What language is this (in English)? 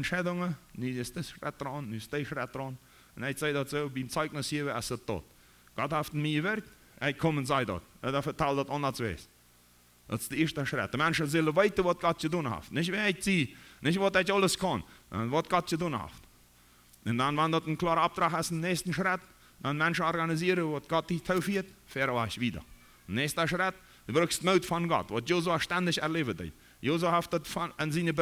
Plautdietsch